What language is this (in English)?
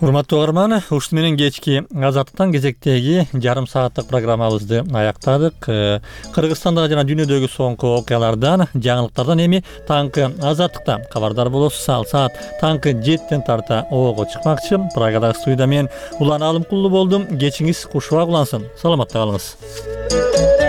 Kyrgyz